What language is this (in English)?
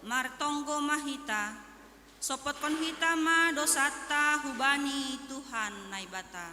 Batak Simalungun